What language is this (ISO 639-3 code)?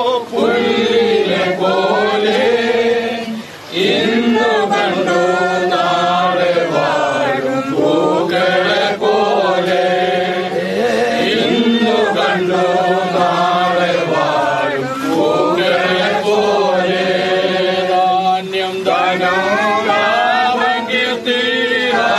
mal